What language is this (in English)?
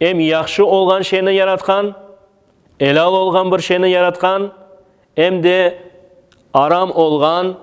Crimean Tatar